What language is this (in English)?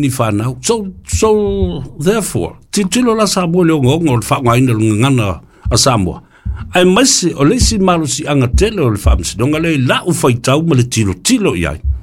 Samoan